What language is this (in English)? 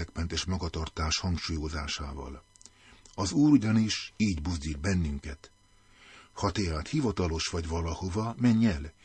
Hungarian